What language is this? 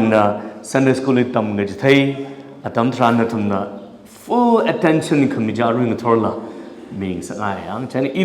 Tangkhul Naga (India)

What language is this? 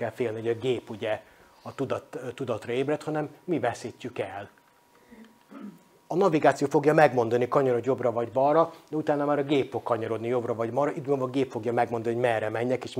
Hungarian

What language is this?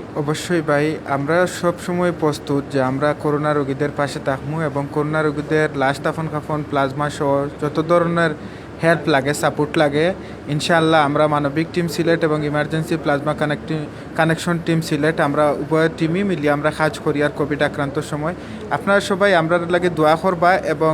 Sylheti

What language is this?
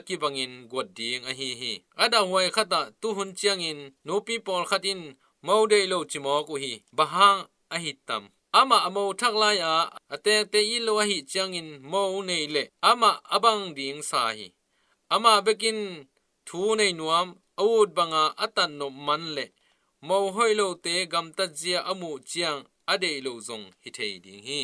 Tedim Chin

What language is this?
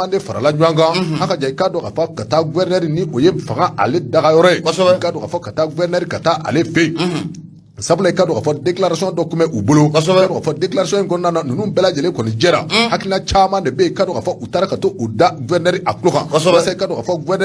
Bambara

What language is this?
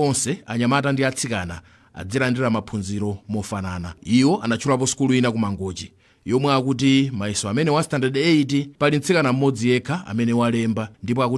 Nyanja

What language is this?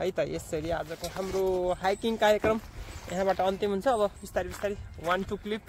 Nepali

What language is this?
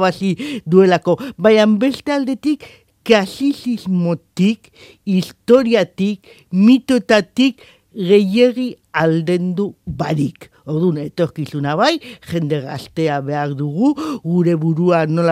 Basque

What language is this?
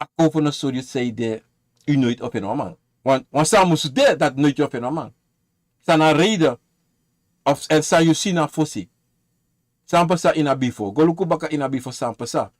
Sranan Tongo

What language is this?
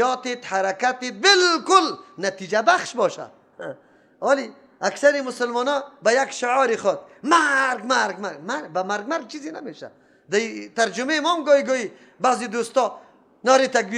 Persian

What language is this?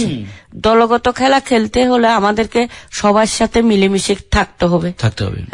Bangla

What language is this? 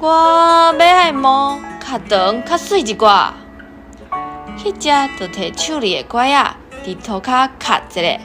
Min Nan Chinese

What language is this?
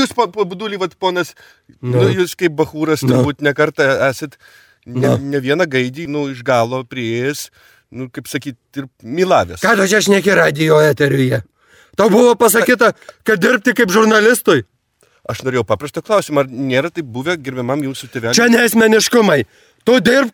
Lithuanian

